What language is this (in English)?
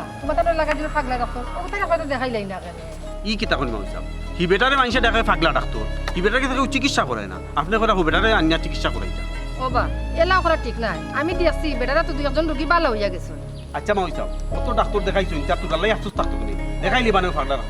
Sylheti